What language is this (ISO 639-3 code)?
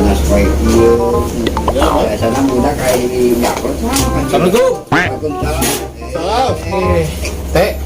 sun